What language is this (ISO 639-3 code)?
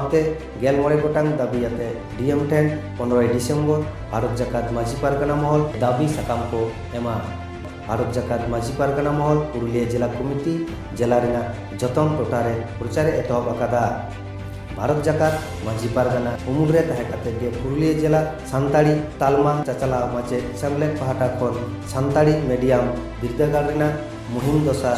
sat